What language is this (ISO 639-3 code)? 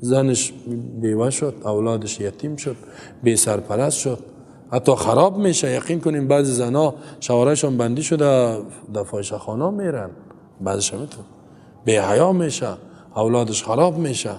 fas